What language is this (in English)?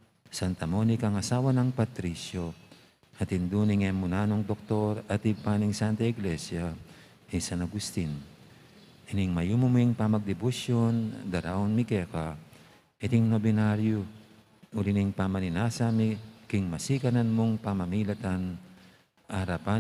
Pampanga